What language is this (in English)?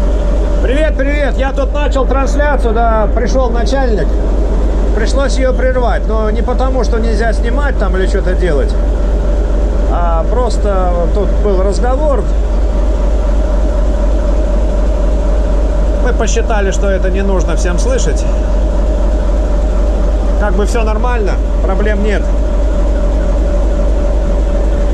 Russian